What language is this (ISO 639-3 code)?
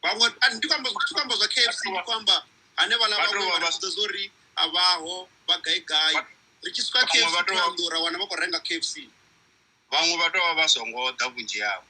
ven